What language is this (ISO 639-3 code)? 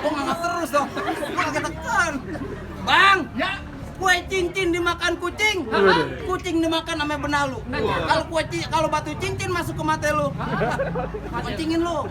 bew